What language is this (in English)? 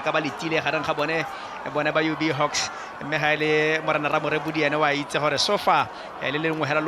Tswana